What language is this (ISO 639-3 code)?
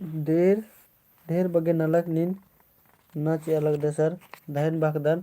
kru